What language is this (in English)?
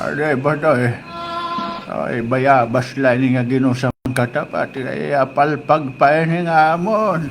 Waray